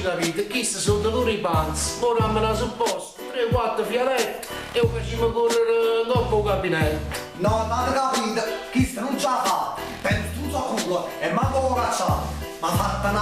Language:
Neapolitan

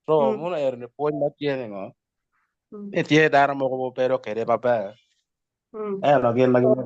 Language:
Acoli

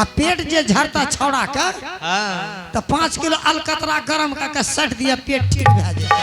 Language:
Angika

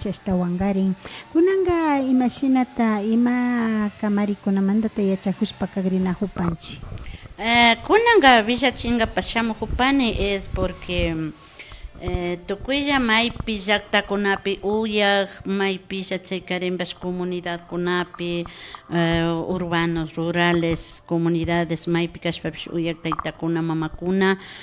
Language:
Imbabura Highland Quichua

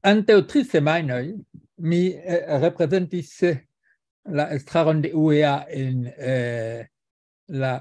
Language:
Esperanto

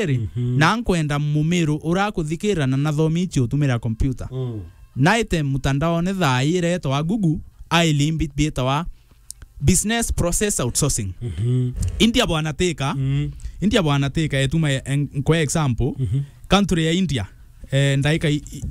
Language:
Meru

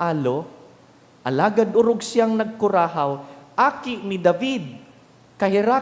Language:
Bikol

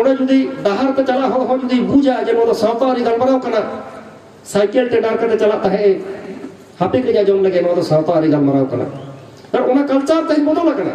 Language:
Santali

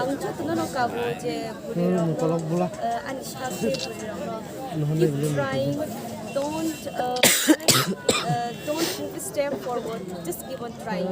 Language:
Kok Borok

